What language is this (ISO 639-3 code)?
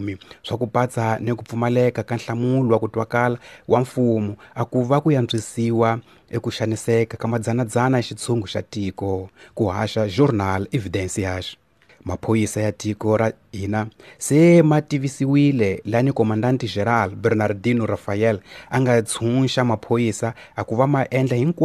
tso